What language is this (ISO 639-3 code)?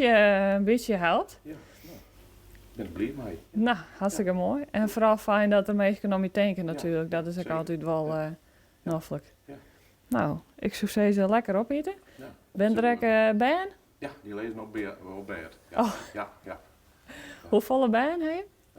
fry